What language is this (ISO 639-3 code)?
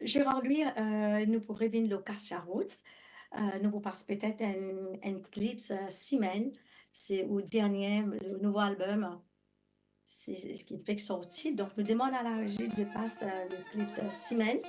mfe